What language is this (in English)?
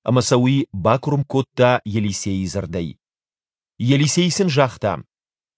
Ossetic